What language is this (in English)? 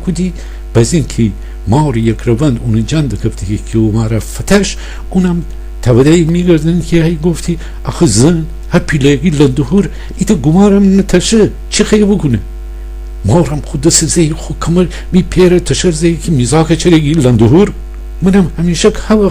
Gilaki